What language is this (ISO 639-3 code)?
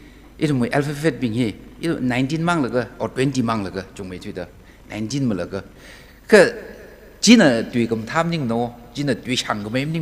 nmf